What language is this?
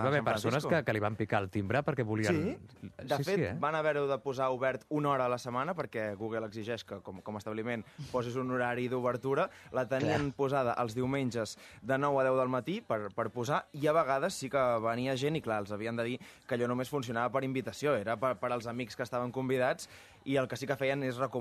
Catalan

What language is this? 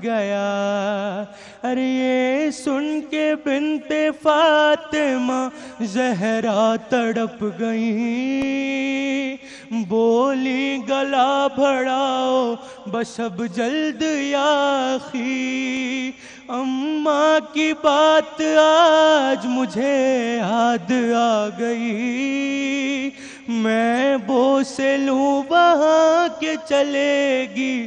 Urdu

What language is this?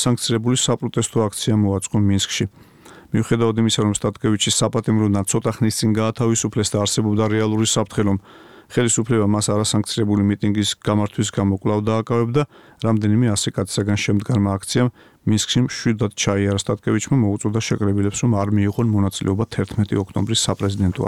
Georgian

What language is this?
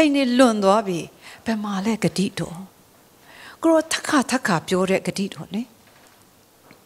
Burmese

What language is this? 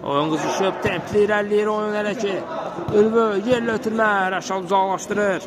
Azerbaijani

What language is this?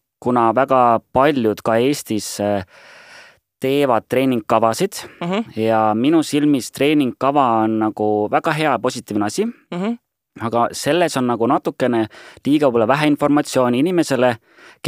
Estonian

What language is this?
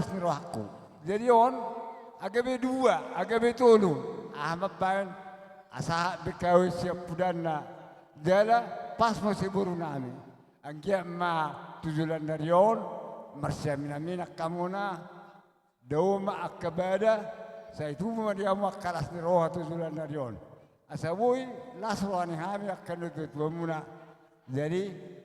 Batak Toba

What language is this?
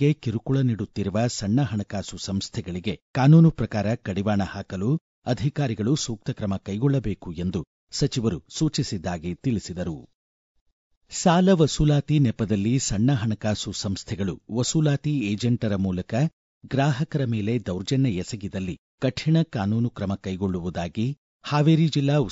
Kannada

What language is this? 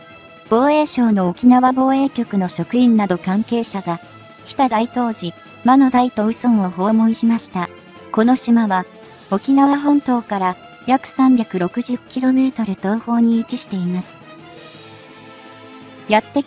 Japanese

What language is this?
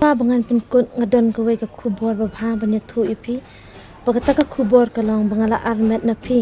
Khasi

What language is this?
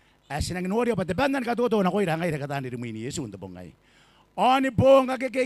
Gilbertese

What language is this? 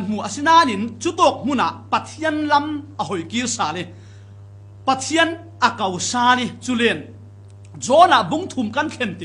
Falam Chin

